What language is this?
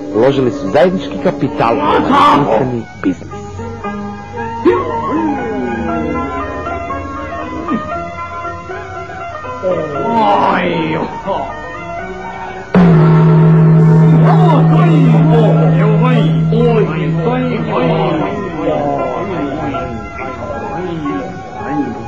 Bosnian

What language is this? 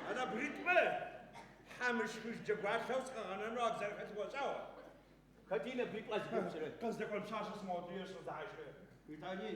Adyghe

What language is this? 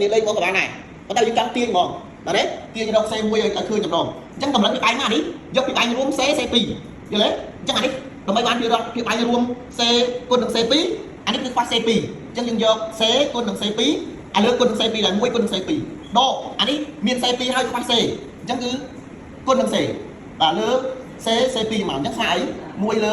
Khmer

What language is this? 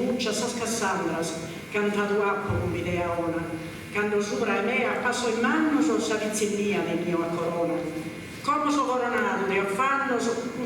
Sardinian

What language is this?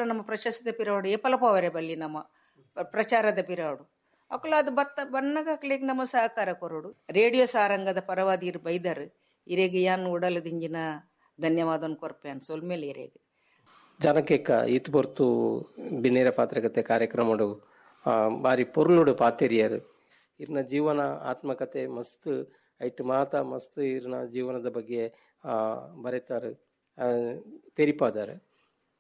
Tulu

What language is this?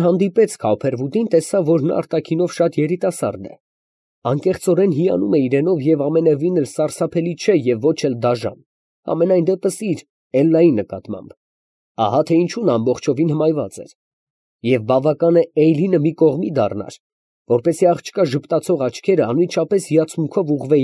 Armenian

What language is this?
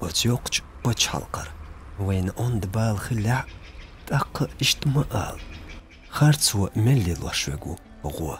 Chechen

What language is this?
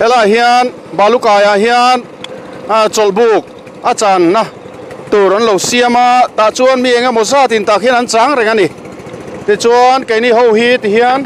Mizo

